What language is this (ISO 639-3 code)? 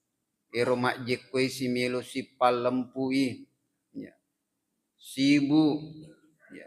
bug